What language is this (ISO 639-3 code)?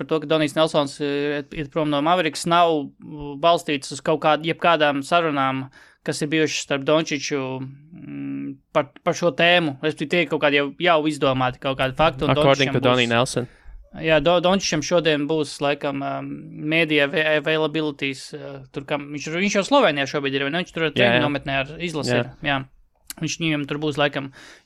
lav